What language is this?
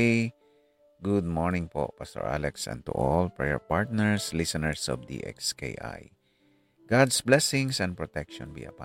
Hiligaynon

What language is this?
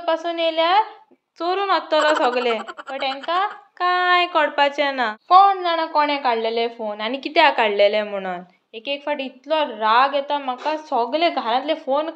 Konkani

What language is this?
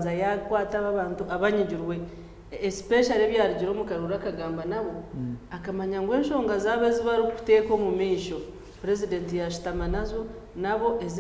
Nyankole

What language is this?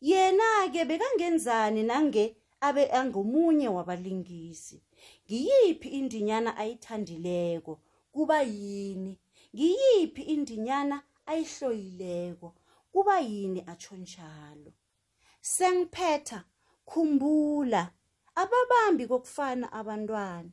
South Ndebele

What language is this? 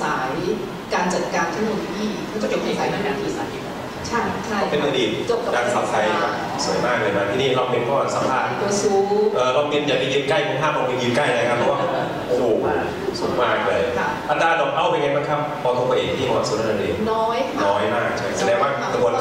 Thai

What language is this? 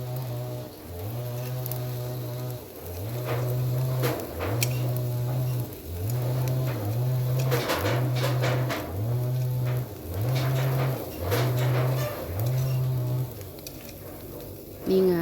Northeastern Thai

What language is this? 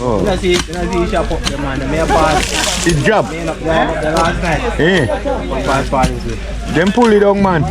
Jamaican Creole English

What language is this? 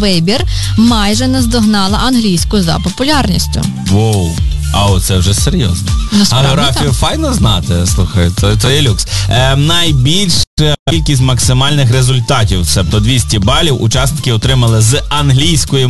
Ukrainian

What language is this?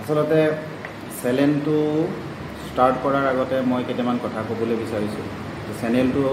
Assamese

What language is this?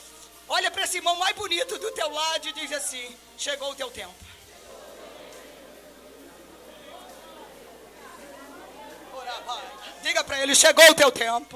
Portuguese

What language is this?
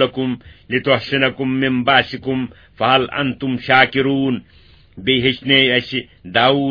Kashmiri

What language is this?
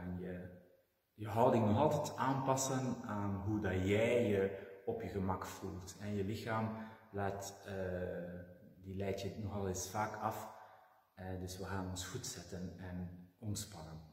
Dutch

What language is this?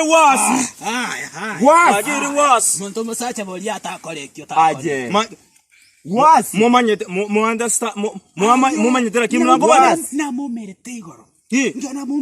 Gusii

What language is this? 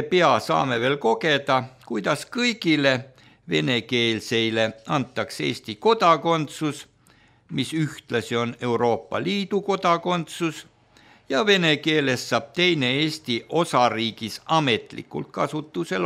Estonian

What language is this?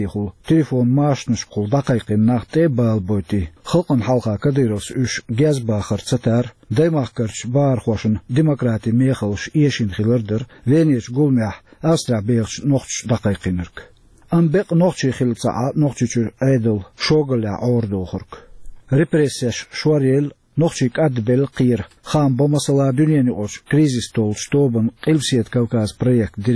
Chechen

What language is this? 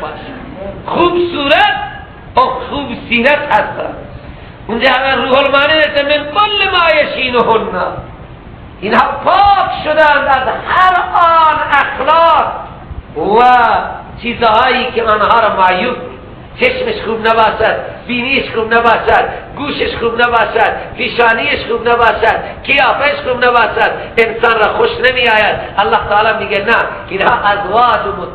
Persian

